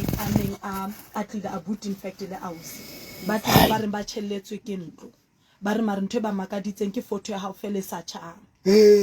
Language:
Southern Sotho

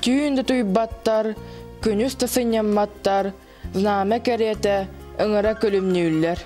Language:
Yakut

